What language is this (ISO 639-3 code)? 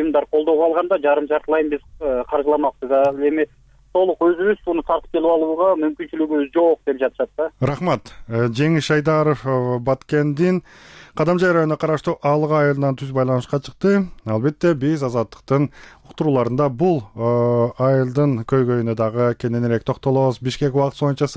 kir